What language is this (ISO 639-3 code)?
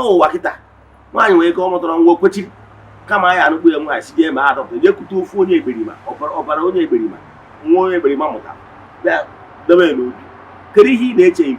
ibo